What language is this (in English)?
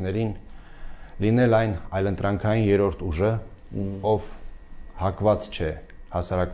Armenian